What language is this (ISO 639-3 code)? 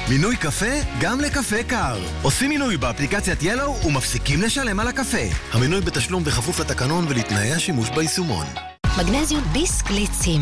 heb